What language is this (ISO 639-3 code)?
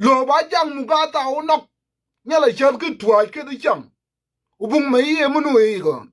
nus